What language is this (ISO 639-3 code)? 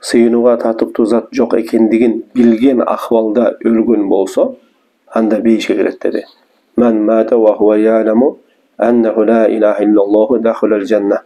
kir